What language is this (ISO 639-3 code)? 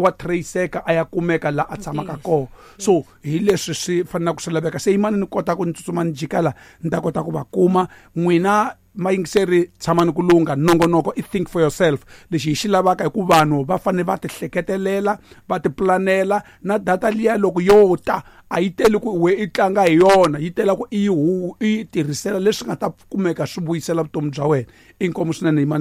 tso